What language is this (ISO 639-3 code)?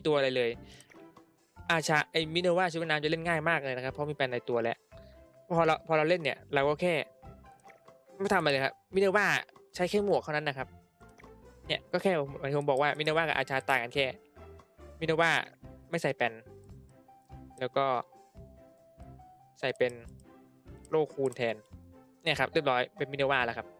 tha